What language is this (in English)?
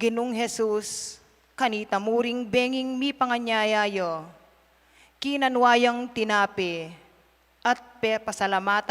Pampanga